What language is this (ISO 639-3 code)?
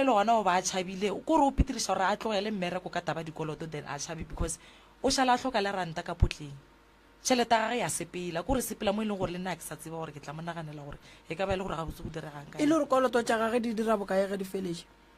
nso